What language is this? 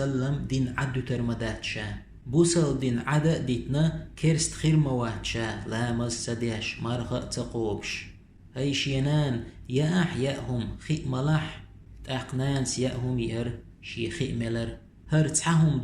Chechen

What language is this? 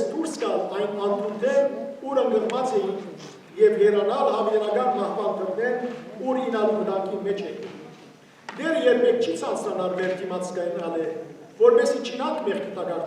Western Armenian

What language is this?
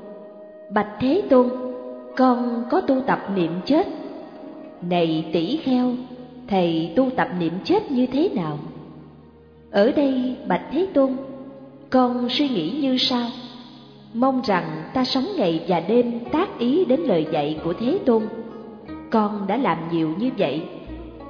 Vietnamese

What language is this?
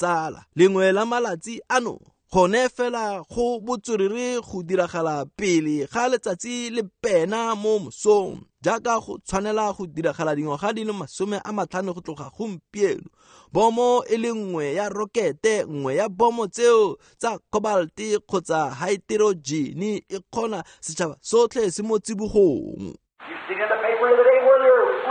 Tswana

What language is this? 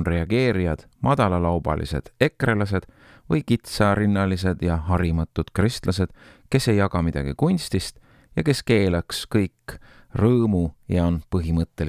Estonian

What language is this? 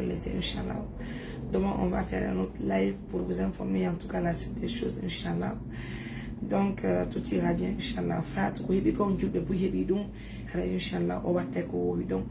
Fula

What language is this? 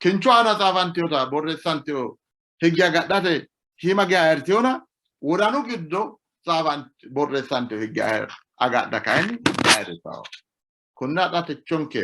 Sidamo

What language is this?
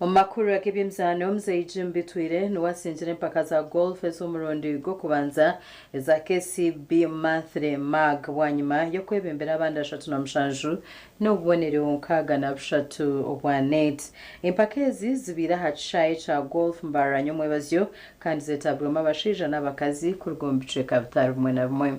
Nyankole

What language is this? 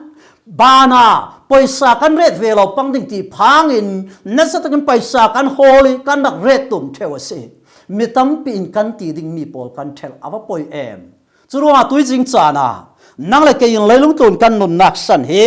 Falam Chin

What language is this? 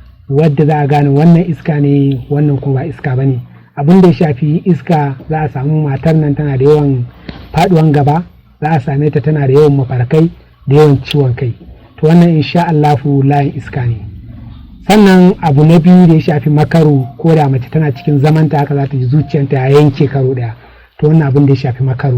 Hausa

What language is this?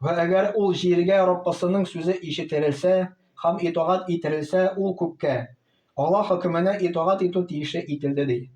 Tatar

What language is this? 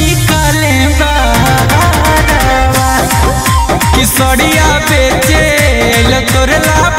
Bhojpuri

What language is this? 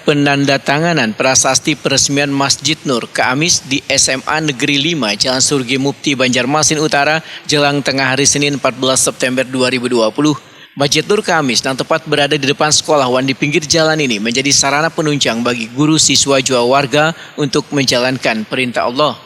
Banjar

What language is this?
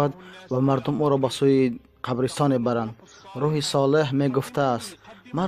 Tajik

